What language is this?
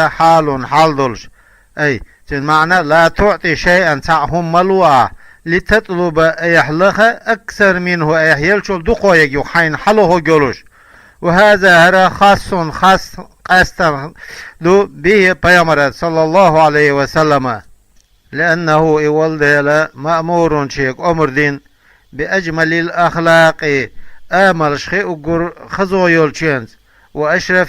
Chechen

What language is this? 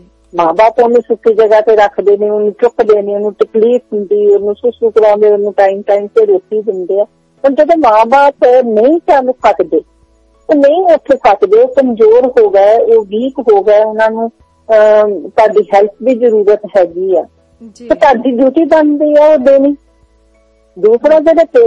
Punjabi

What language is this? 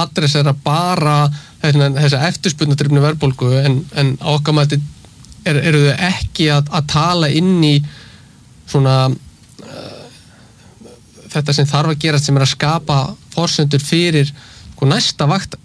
Icelandic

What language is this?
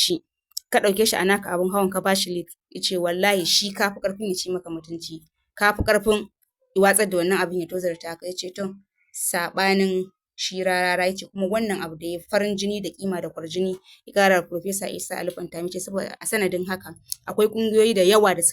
Hausa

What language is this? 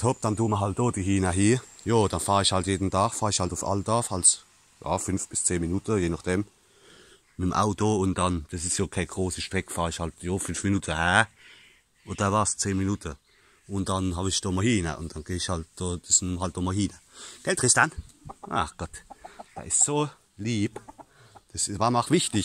Palatine German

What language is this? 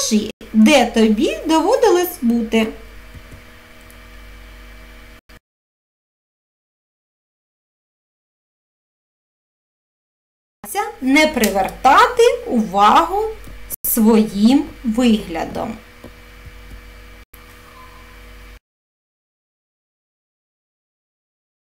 Ukrainian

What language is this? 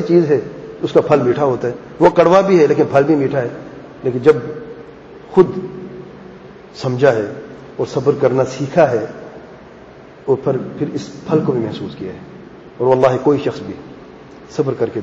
Urdu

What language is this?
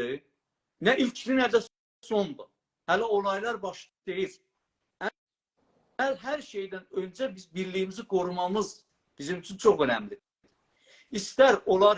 South Azerbaijani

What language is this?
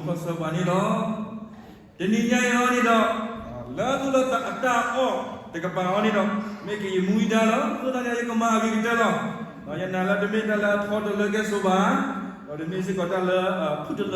S'gaw Karen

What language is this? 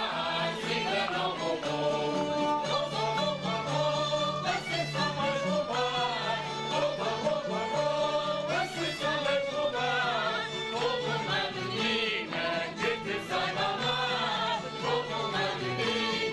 Portuguese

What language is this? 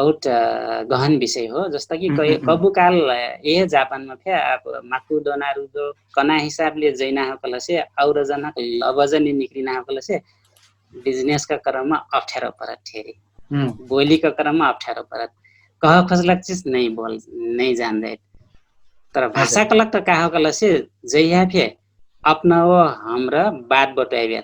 Dangaura Tharu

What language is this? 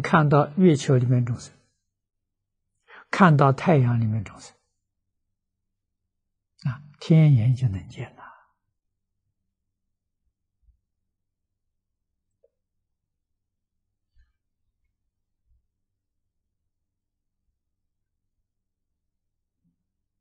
Chinese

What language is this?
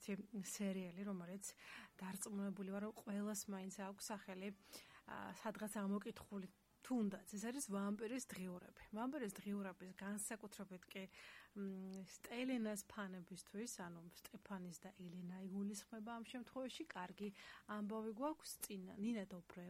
Georgian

